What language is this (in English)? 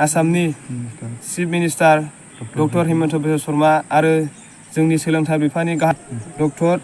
Bodo